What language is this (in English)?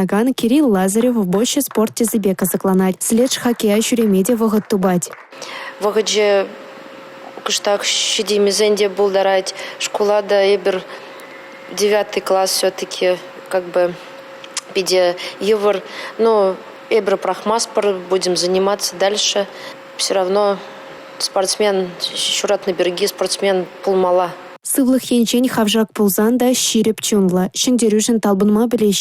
Chuvash